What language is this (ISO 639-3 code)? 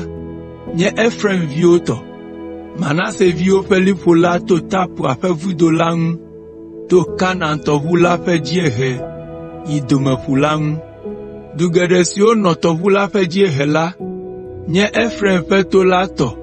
ewe